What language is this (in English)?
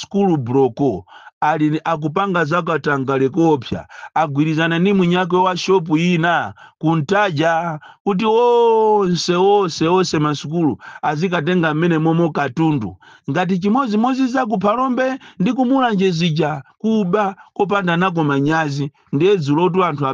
Nyanja